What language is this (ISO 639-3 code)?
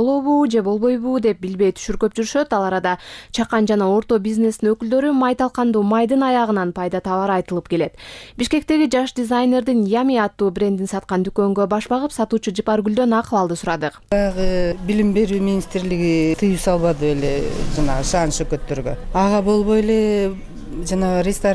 kir